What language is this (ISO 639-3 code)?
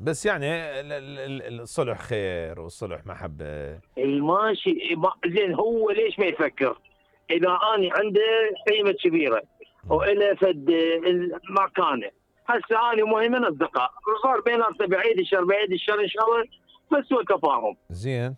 acm